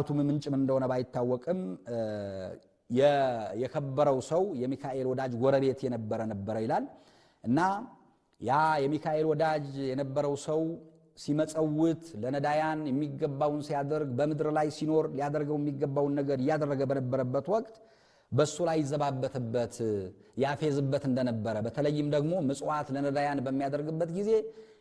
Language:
Amharic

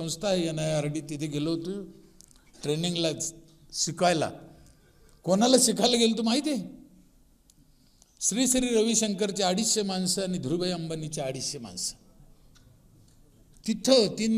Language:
Marathi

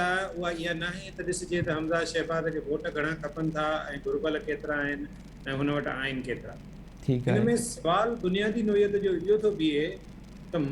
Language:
Sindhi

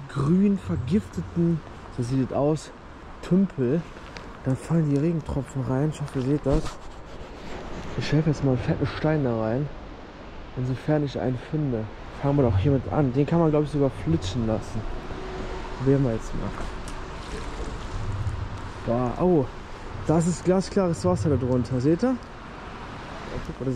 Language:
German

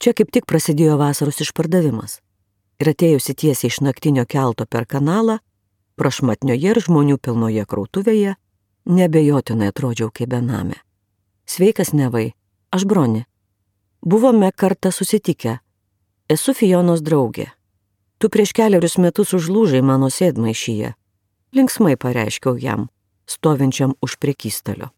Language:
Lithuanian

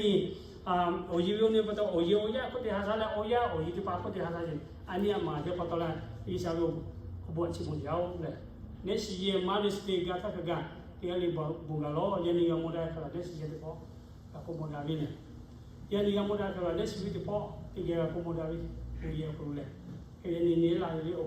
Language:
Lahu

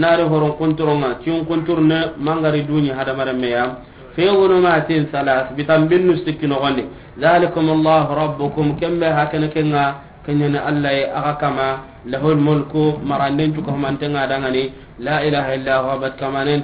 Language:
Soninke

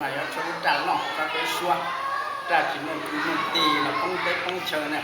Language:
Hmong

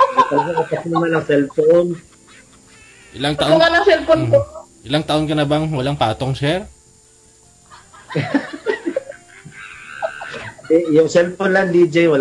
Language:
Filipino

